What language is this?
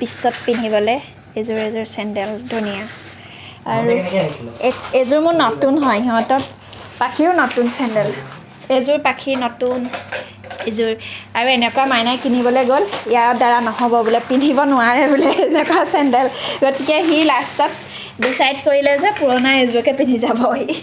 Assamese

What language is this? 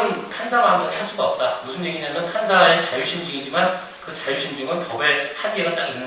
Korean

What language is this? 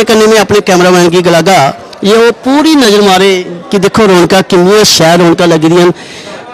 Dogri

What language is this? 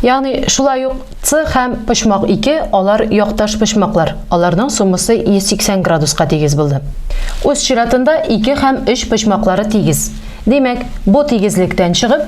Tatar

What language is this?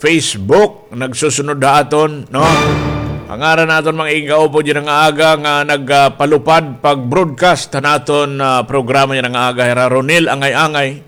Waray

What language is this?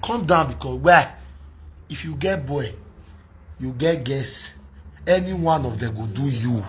Nigerian Pidgin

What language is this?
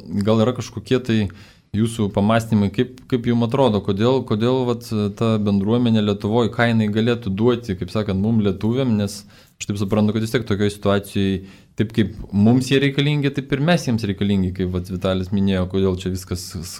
Lithuanian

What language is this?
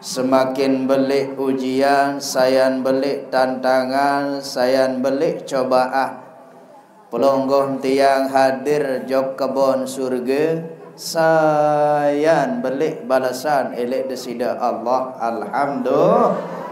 Sasak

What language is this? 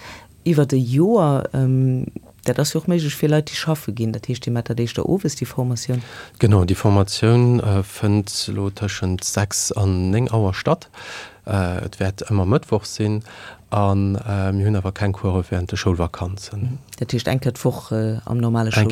Luxembourgish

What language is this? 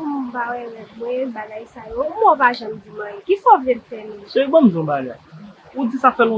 Haitian Creole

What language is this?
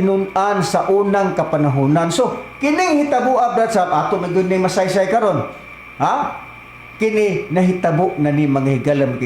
Cebuano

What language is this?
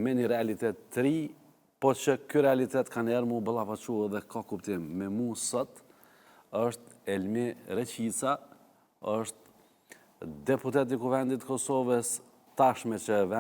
Albanian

